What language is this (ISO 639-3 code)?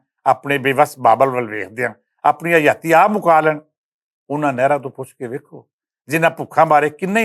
lah